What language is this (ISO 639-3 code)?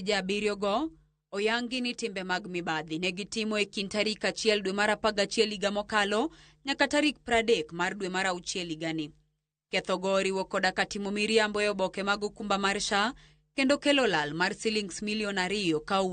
luo